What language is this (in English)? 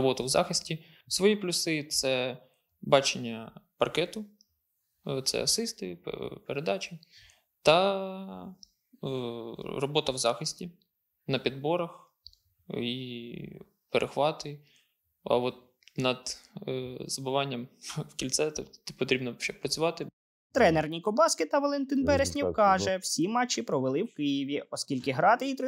Ukrainian